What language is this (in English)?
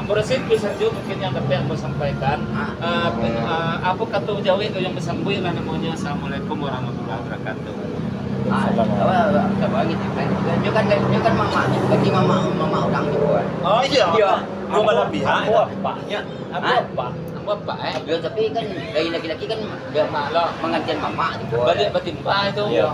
Minangkabau